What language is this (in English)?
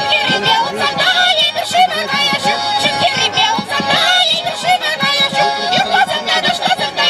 Chuvash